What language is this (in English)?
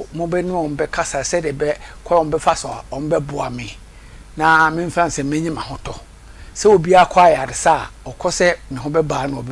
Akan